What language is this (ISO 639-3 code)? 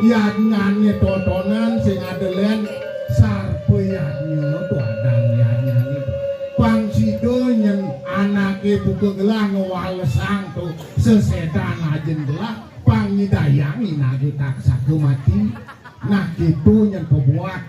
ban